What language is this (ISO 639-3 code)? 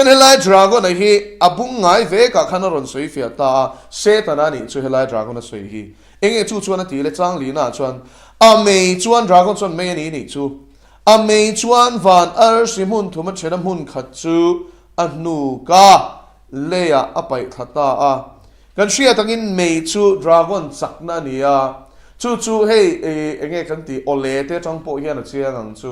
lus